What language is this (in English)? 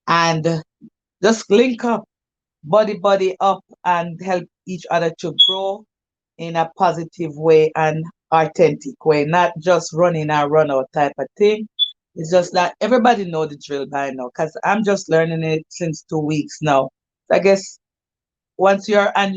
Jamaican Creole English